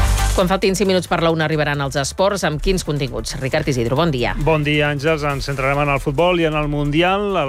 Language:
Catalan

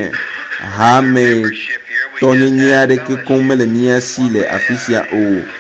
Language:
Ewe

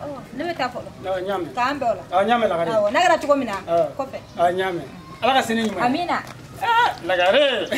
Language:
Bambara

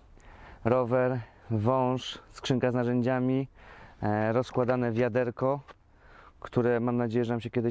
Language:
Polish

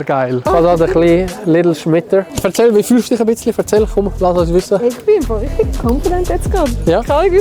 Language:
Swiss German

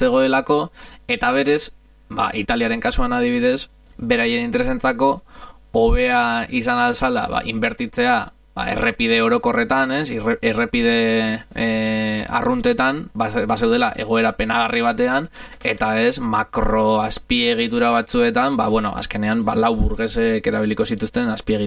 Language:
Basque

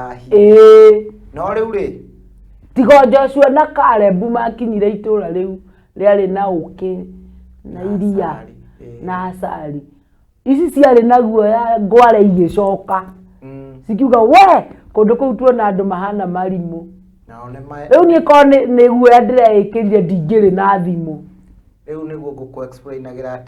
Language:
Kikuyu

